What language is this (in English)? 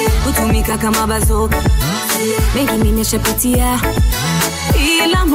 Swahili